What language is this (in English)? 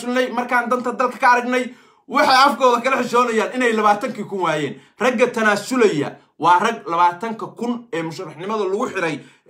Somali